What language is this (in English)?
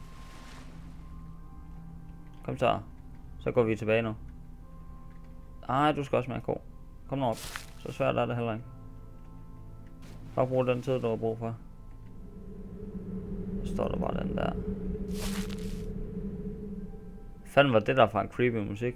Danish